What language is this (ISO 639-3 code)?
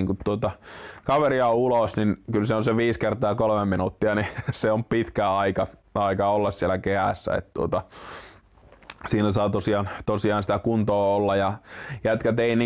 fin